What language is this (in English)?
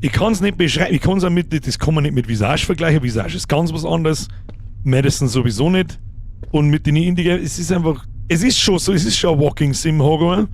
Bavarian